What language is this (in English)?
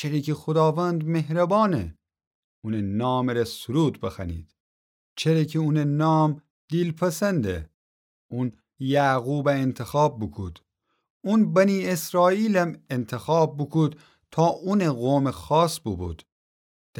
Gilaki